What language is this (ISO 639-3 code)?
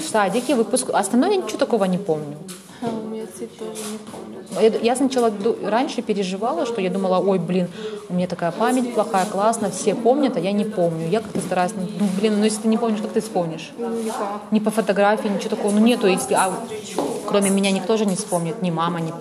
rus